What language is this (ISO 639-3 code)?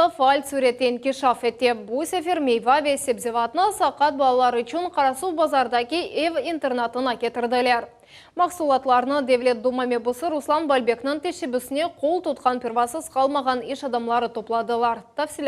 crh